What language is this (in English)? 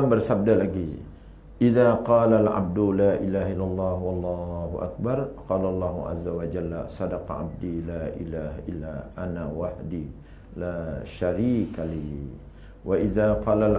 Malay